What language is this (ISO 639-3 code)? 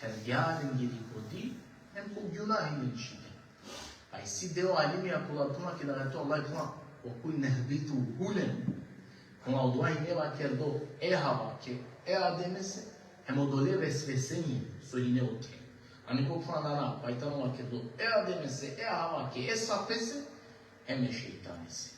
rmn